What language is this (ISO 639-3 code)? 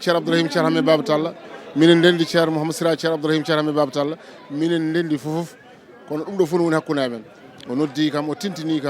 ful